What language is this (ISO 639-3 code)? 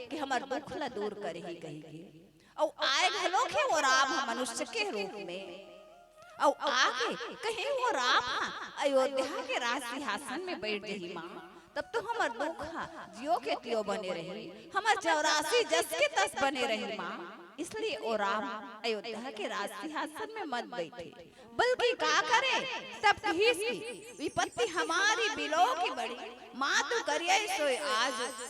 hne